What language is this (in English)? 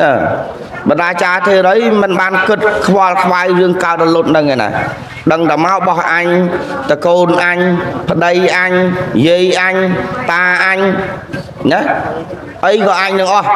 Khmer